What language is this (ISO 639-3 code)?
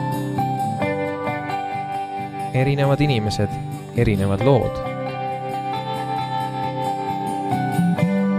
est